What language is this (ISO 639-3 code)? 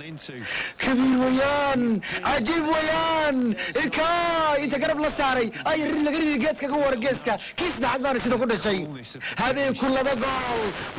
som